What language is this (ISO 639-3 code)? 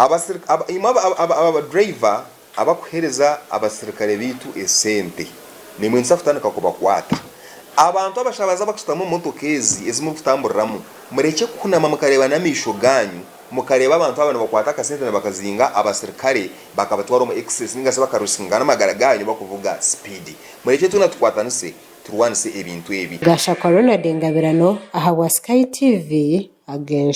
nyn